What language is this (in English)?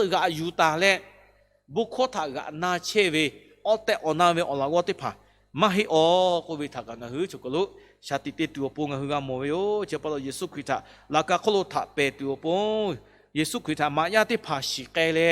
Lahu